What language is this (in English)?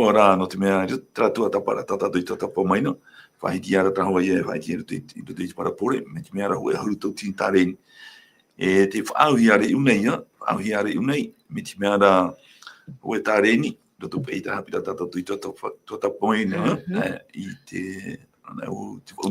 Tahitian